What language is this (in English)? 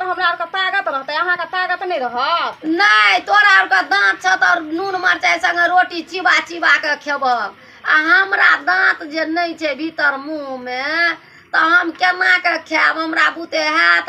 Maithili